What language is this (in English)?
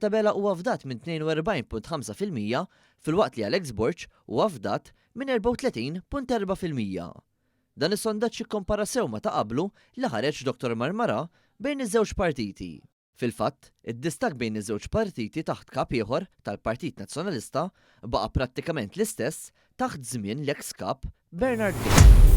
Maltese